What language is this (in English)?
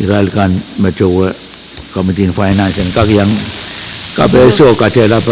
Pohnpeian